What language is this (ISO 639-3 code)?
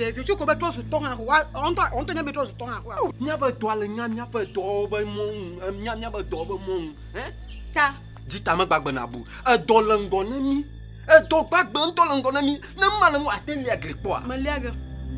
ewe